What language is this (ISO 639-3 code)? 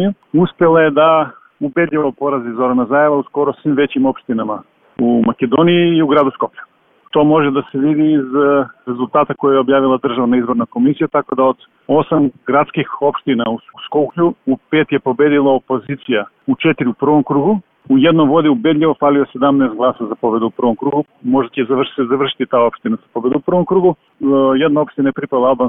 srp